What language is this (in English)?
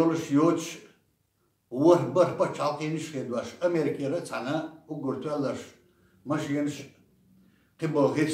Chechen